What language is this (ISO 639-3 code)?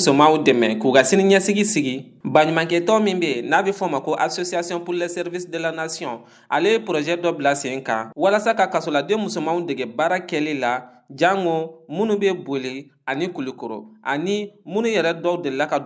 bam